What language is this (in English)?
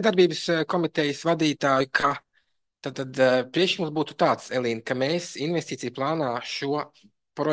Latvian